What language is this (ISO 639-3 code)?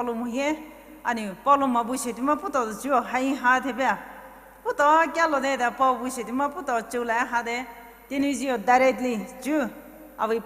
pmx